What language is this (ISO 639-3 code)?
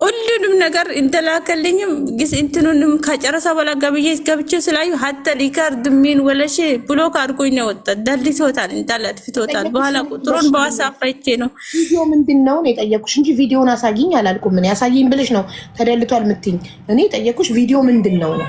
amh